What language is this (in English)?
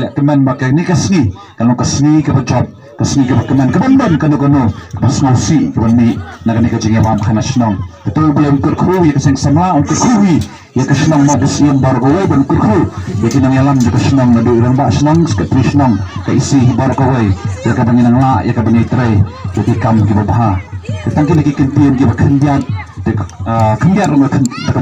Khasi